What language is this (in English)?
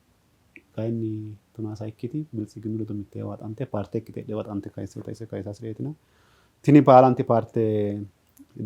Sidamo